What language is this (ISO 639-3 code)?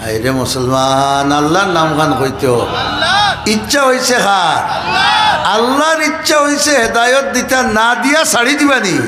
syl